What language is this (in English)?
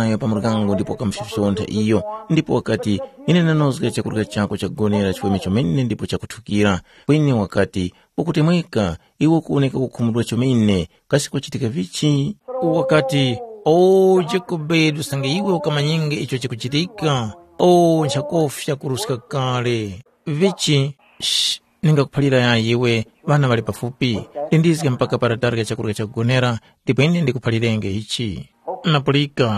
Tumbuka